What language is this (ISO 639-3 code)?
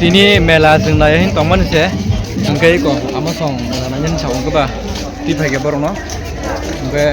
trp